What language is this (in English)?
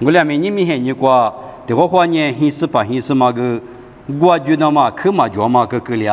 Lisu